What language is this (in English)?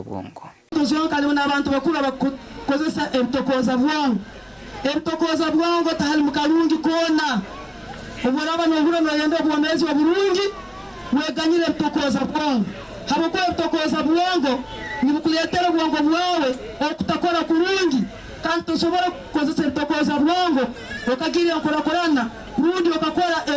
Nyankole